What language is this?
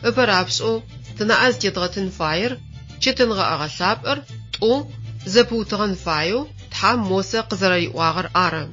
Adyghe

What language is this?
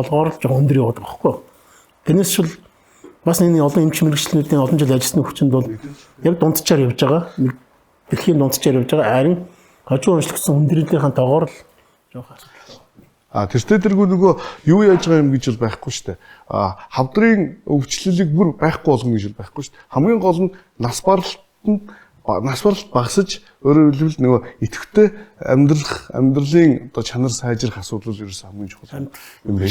Mongolian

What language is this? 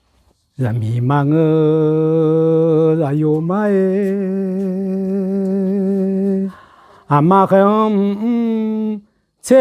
Akha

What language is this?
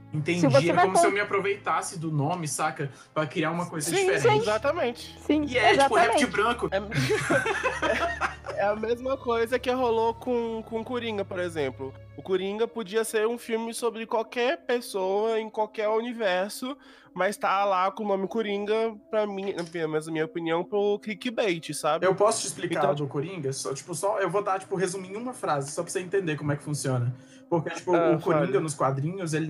Portuguese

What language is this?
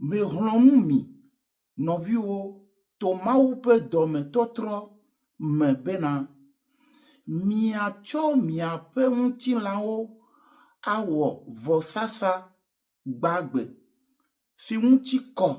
Ewe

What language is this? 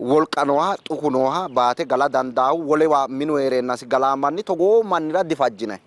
Sidamo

